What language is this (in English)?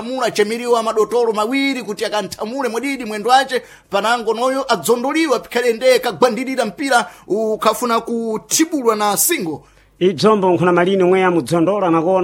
Sena